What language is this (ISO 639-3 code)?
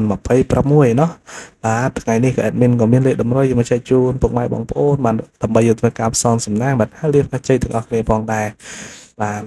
khm